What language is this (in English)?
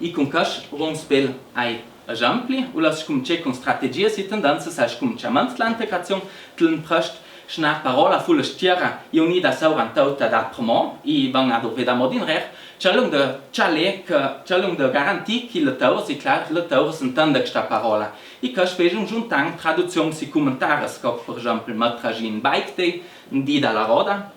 Ladin